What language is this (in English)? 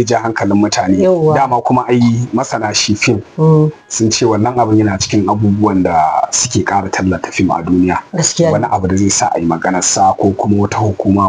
Hausa